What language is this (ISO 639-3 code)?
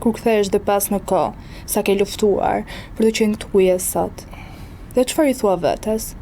sqi